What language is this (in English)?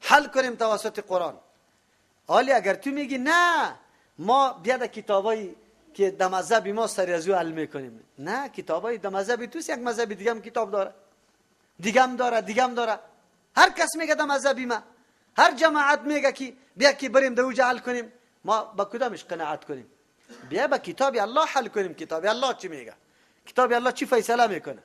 Persian